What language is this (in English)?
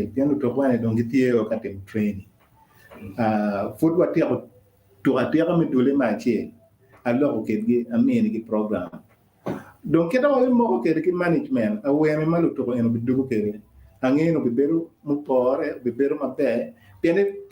Acoli